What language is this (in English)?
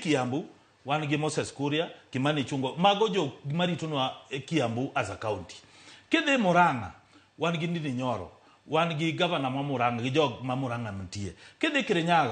Luo (Kenya and Tanzania)